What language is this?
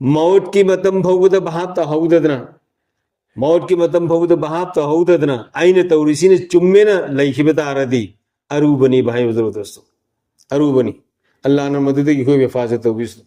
Manipuri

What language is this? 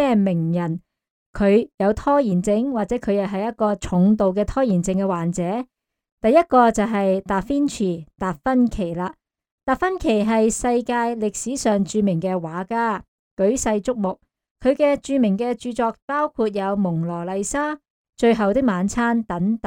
Cantonese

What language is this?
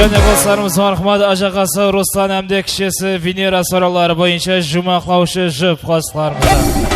Kara-Kalpak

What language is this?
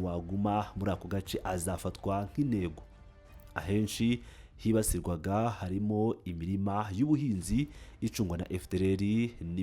Kinyarwanda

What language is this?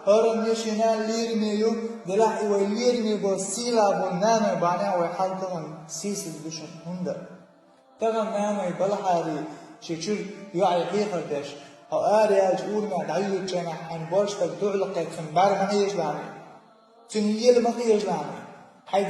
Chechen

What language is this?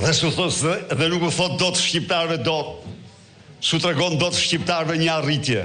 Albanian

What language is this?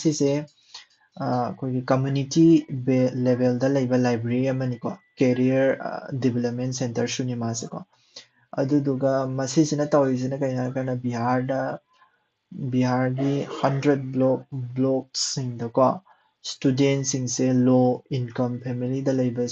Manipuri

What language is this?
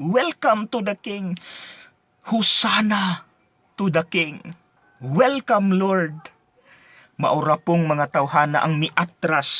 Cebuano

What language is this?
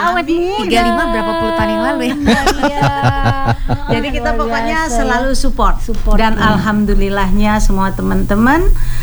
Indonesian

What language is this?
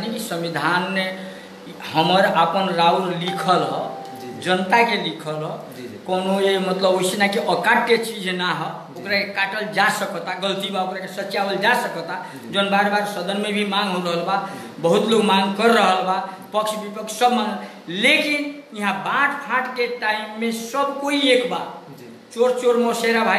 Bhojpuri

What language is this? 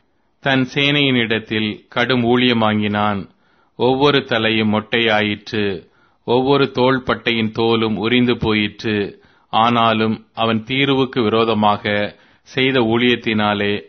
Tamil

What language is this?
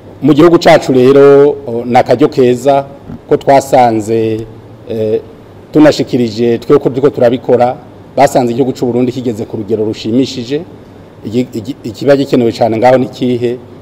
Rundi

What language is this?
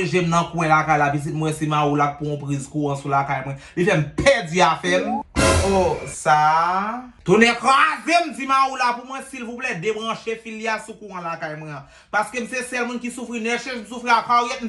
Haitian Creole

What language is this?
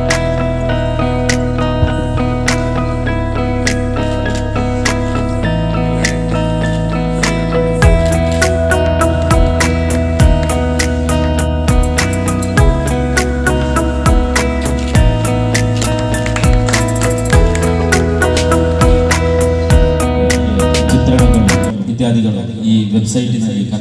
Kannada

